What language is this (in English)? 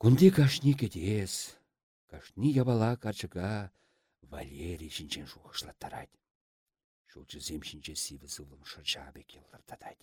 Chuvash